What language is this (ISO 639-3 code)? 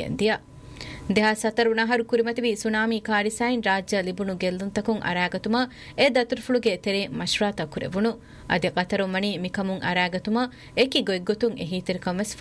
div